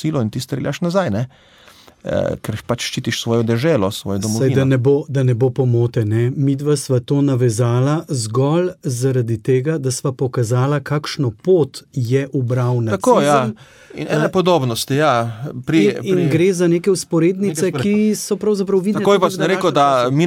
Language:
Slovenian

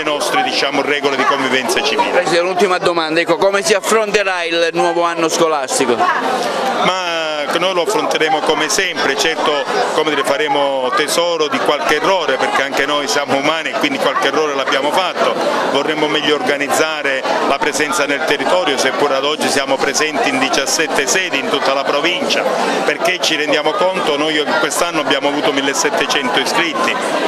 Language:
Italian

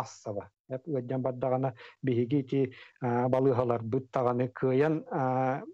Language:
Yakut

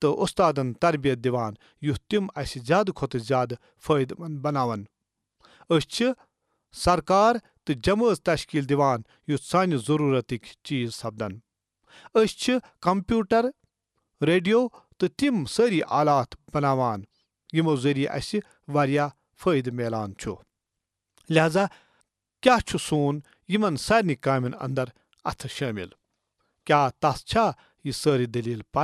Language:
Kashmiri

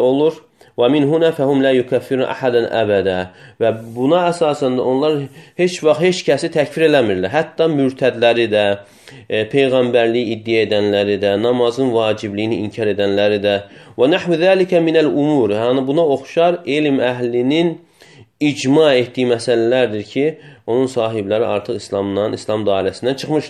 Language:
Azerbaijani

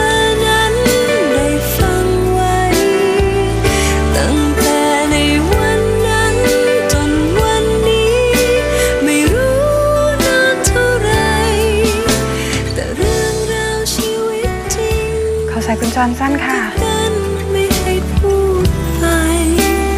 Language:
Thai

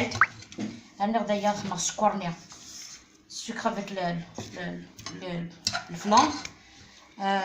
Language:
Algerian Arabic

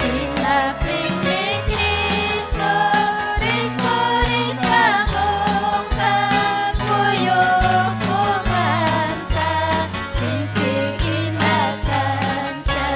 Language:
Ayacucho Quechua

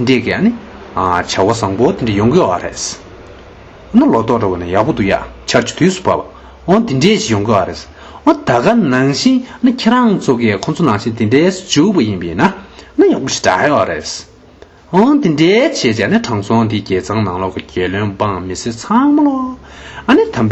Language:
Tibetan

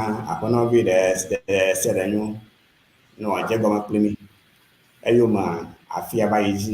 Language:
Ewe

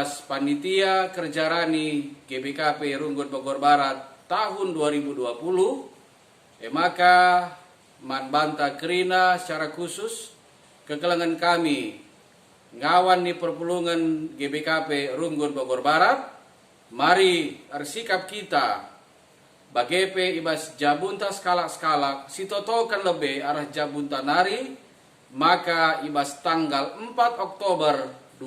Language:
Batak Karo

